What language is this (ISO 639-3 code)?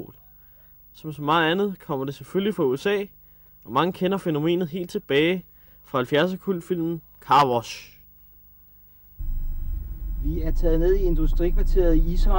dan